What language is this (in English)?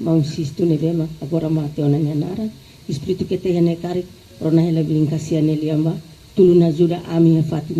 Tetum